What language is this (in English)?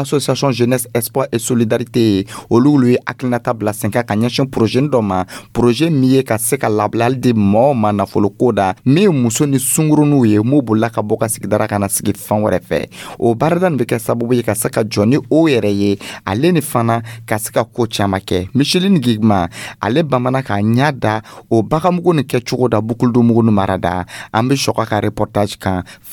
Dyula